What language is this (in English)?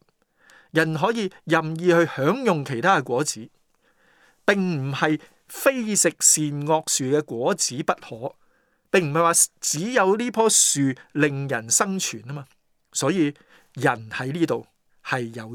Cantonese